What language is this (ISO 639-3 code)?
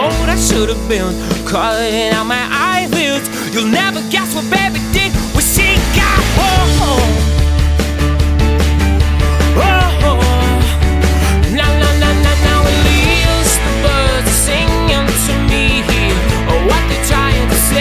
eng